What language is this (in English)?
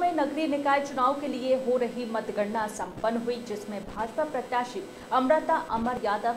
Hindi